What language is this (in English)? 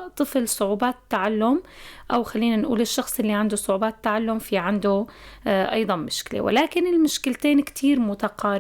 North Levantine Arabic